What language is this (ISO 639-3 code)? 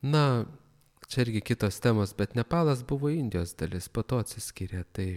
lit